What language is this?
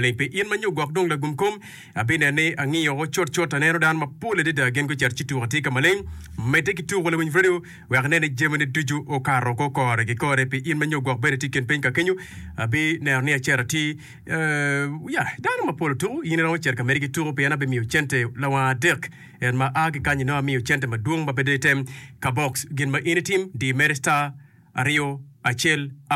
Acoli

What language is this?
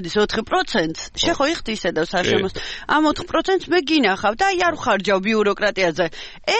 Georgian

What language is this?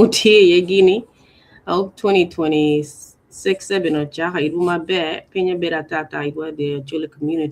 Acoli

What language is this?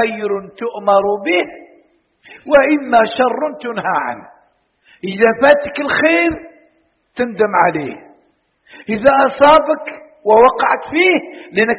Arabic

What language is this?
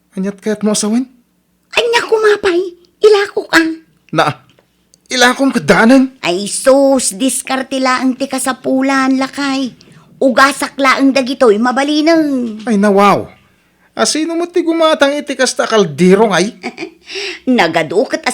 Iloko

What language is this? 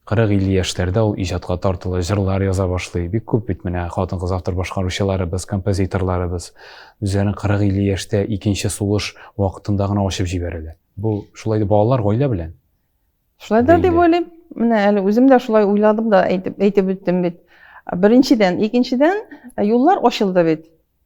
Tatar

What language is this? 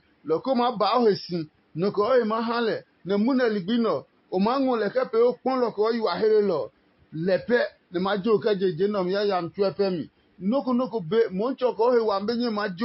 Adangme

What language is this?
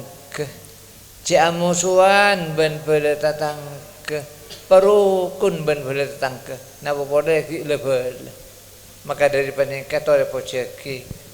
Madurese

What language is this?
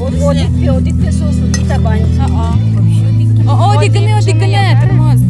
Udmurt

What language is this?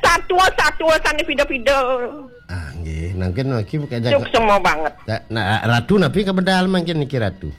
Balinese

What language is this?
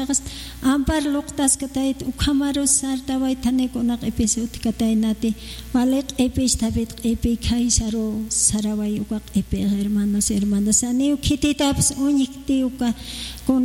Aymara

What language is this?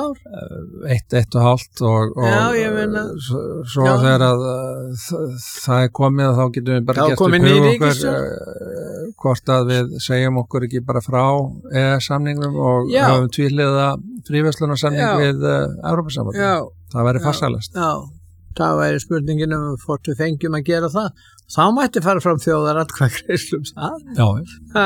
Icelandic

